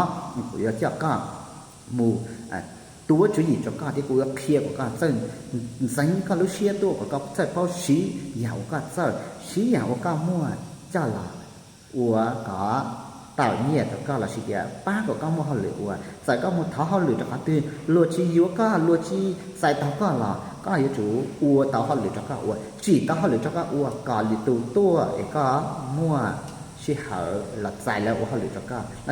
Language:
Hmong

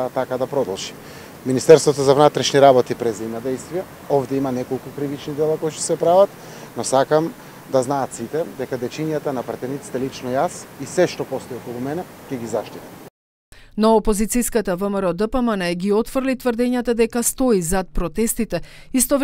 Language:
Macedonian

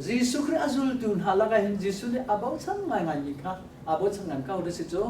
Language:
Hakha Chin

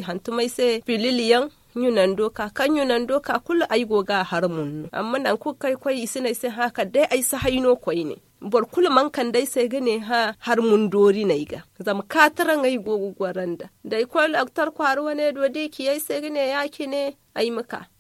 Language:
Zarma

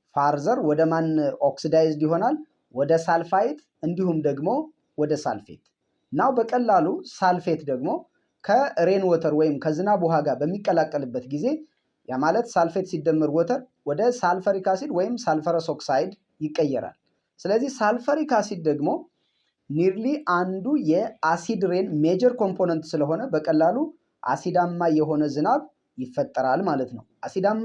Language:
Amharic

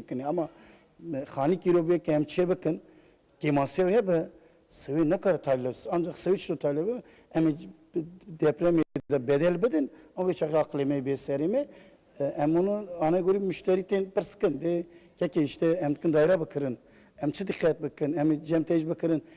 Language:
Kurdish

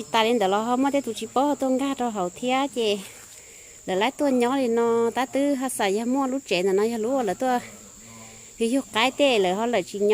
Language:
Hmong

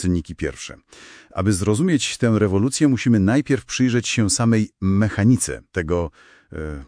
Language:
Polish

